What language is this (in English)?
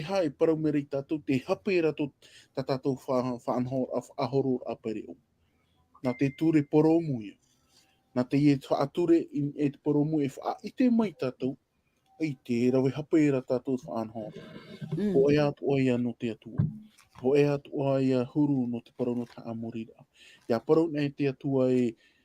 Tahitian